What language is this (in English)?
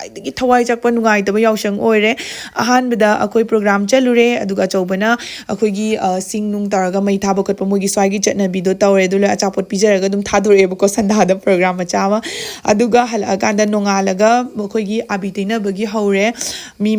Manipuri